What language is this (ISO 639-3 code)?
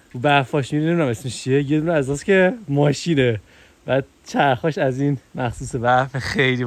fas